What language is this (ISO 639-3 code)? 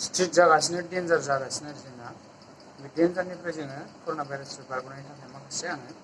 brx